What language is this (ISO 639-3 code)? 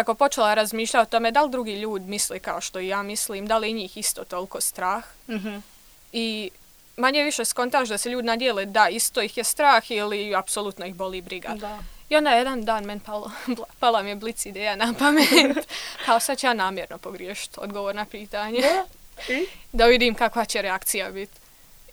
hrv